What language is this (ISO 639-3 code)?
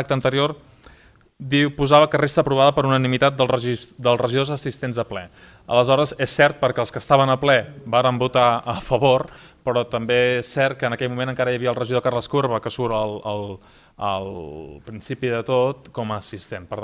cat